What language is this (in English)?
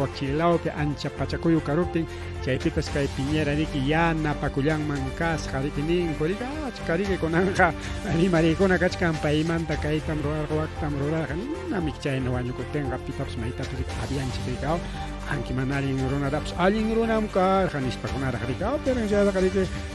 Ayacucho Quechua